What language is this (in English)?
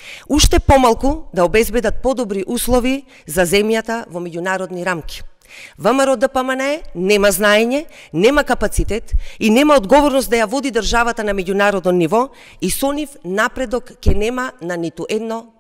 Macedonian